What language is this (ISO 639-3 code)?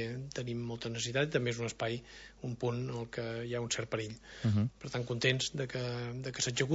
cat